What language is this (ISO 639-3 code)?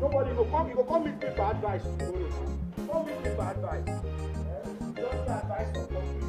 pcm